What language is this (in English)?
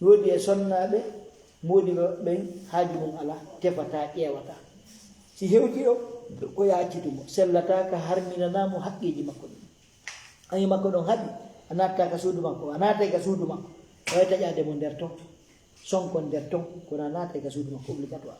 Fula